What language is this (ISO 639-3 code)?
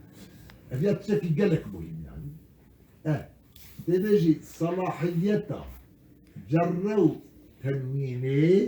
kur